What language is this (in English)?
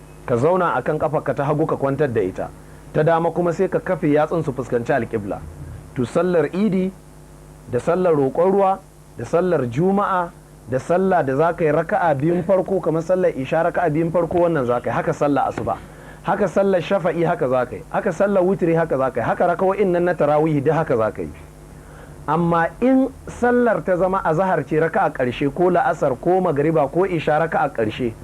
Hausa